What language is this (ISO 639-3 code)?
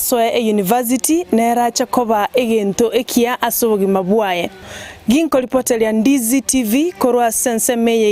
guz